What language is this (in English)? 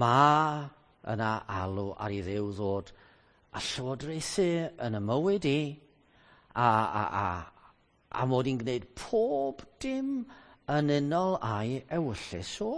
Welsh